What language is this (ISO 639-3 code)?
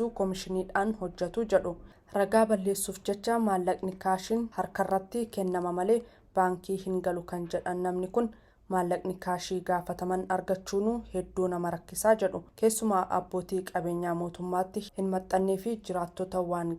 orm